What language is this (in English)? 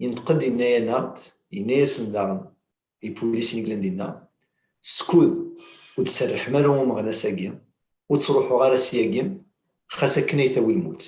Kabyle